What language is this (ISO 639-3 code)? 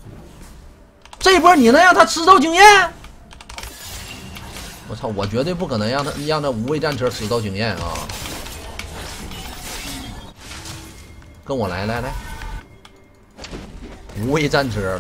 zho